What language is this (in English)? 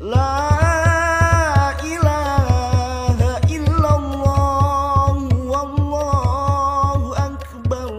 Madurese